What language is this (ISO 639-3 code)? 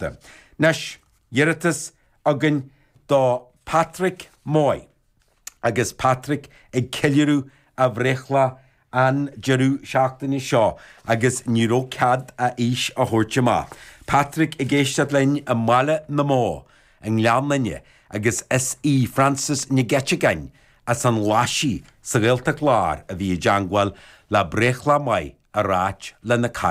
gle